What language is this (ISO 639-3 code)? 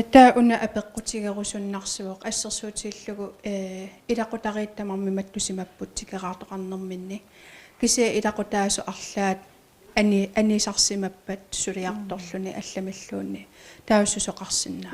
kal